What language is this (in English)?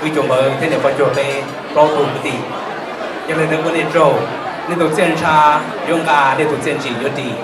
Hmong